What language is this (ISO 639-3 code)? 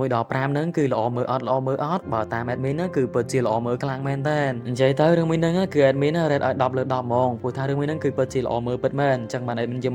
khm